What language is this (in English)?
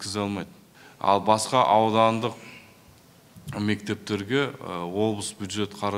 Kazakh